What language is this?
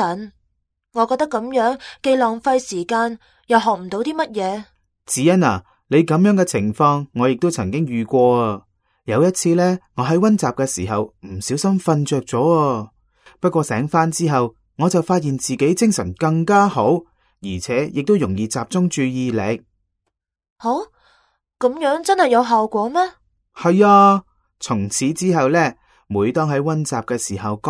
Cantonese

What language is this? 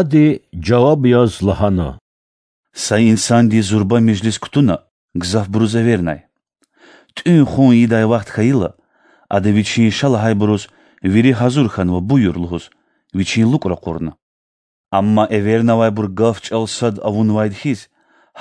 Lezghian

